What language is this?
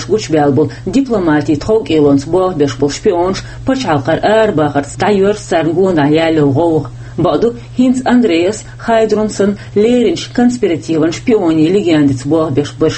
Chechen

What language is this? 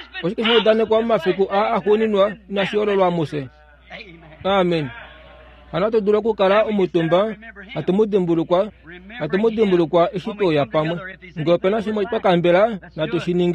Kuanyama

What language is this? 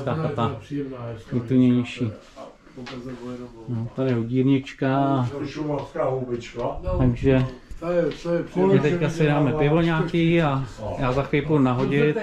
Czech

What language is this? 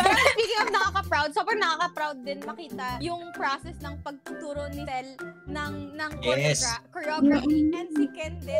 Filipino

